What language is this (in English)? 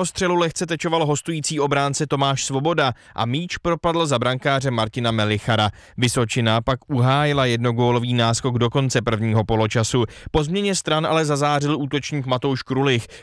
Czech